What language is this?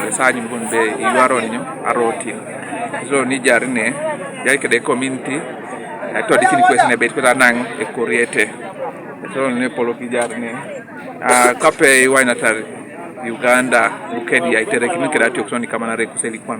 Teso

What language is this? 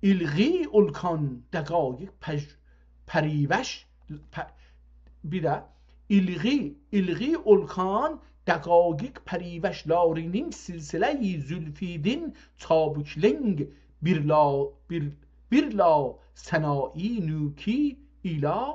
South Azerbaijani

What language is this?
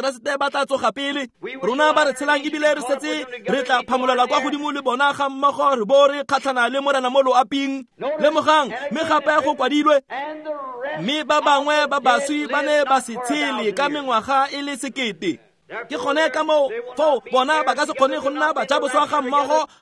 Tswana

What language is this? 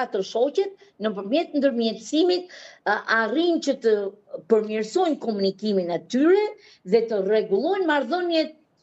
Albanian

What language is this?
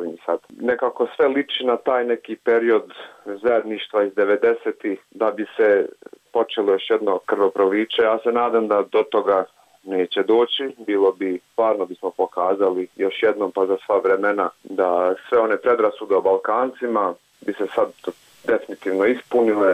Serbian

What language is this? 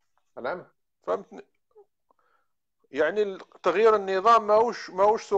Algerian Arabic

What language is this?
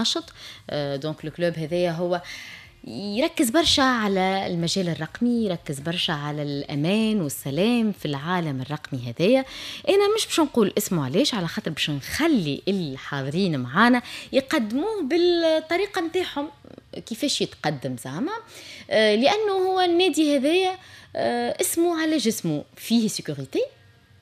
Tunisian Arabic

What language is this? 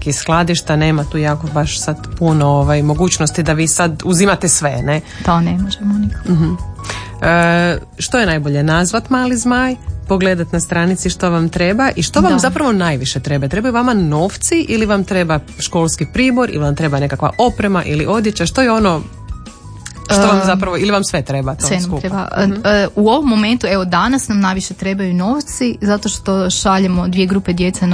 Croatian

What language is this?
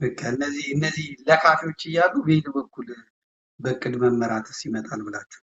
Amharic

